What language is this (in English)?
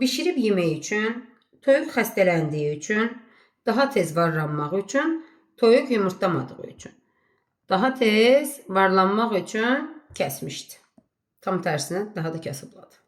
Azerbaijani